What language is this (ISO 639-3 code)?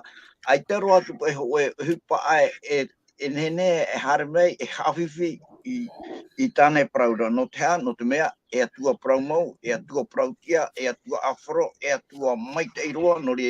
tah